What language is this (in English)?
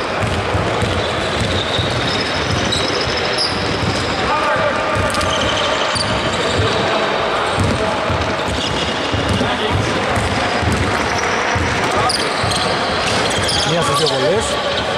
Greek